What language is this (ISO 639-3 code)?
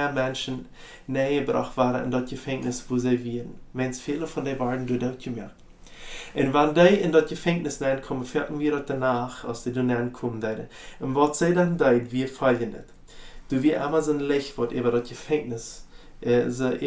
pdt